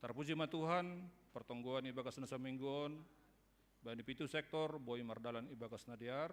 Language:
Batak Simalungun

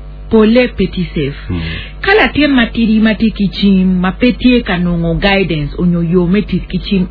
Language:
Acoli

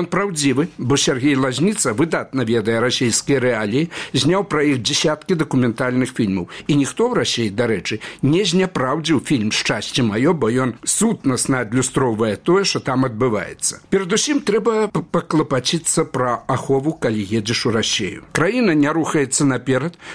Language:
Belarusian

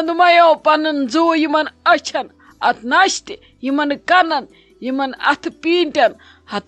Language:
Kashmiri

